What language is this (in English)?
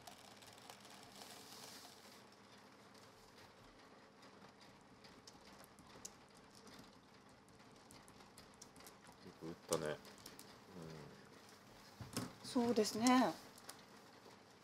Japanese